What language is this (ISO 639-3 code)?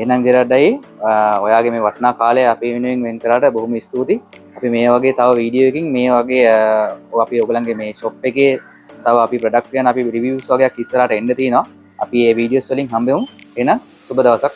sin